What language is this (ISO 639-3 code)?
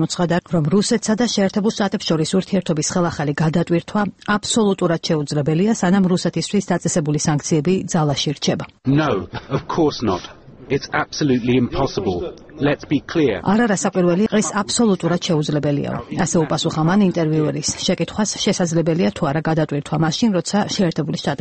kat